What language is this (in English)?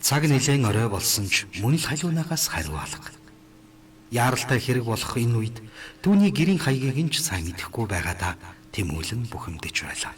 Mongolian